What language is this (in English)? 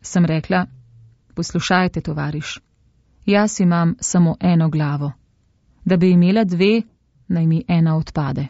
Slovenian